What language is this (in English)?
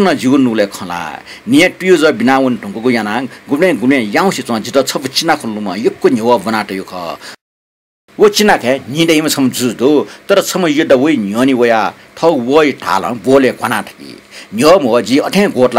Newari